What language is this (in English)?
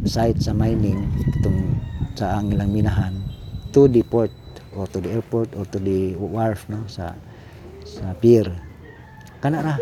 Cebuano